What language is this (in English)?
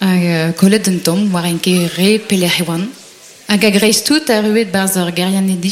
Breton